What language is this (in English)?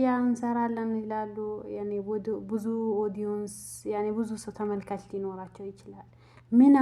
Amharic